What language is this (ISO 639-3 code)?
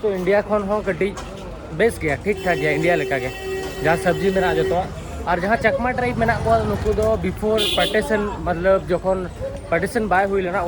sat